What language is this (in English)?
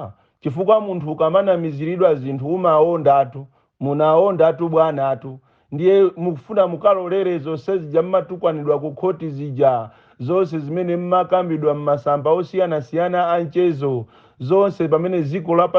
Nyanja